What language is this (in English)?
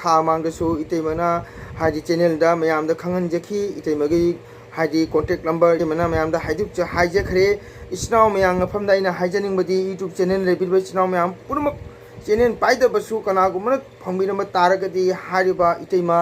Manipuri